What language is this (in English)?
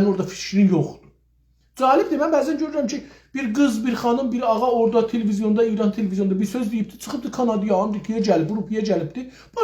South Azerbaijani